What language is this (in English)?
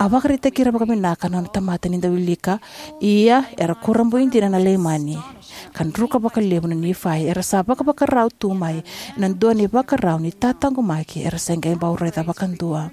Fijian